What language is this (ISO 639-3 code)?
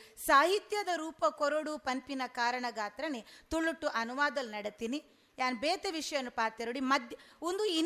tcy